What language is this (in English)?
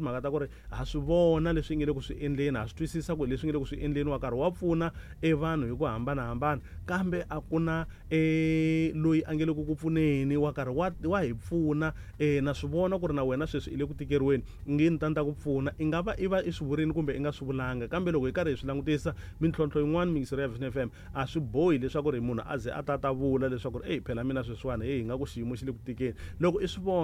Tsonga